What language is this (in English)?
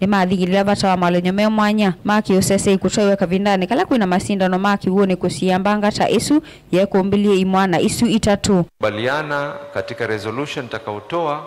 Kamba